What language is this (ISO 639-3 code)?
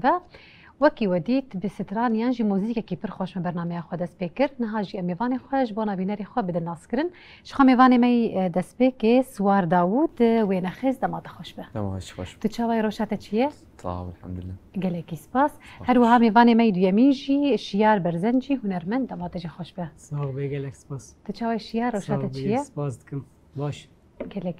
kur